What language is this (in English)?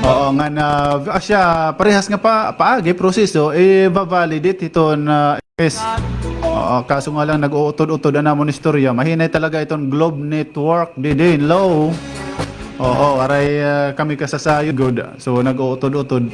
Waray